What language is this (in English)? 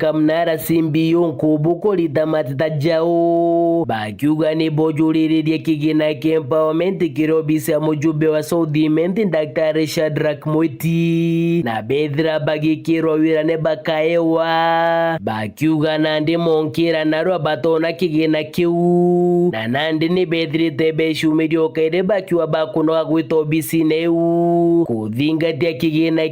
Meru